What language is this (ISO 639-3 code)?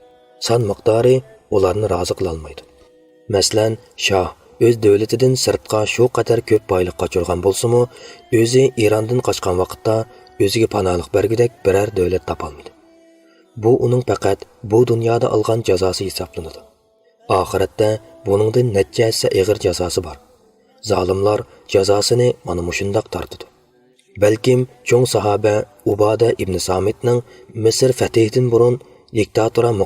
uig